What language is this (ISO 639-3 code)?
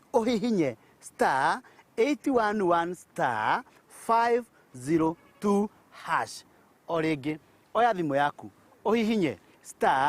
kik